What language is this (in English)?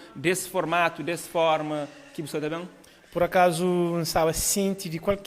Kabuverdianu